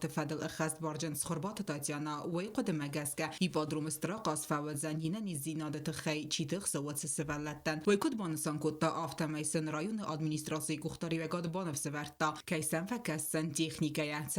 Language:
Ossetic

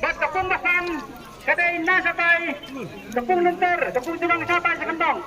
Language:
Khasi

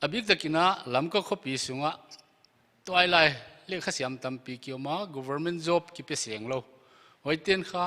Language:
Paite Chin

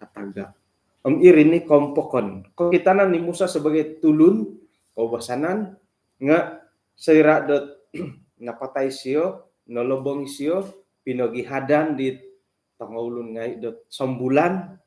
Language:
Central Dusun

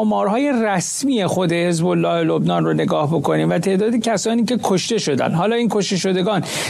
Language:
Persian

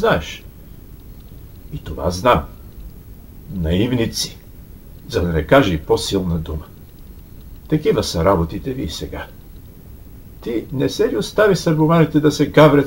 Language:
Bulgarian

